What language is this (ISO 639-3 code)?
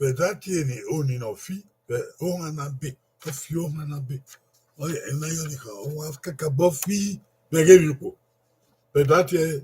bin